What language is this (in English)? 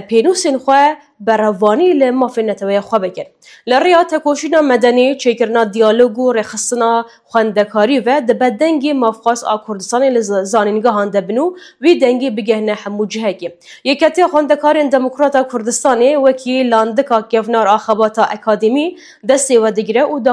Kurdish